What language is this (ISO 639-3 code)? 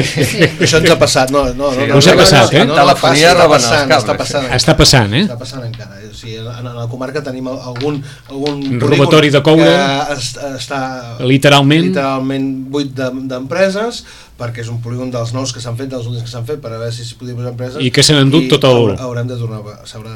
cat